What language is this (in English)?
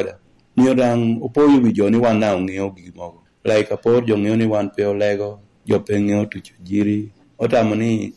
Lango (Uganda)